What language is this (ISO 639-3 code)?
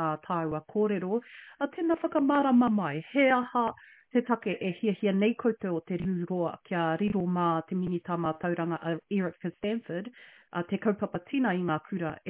mri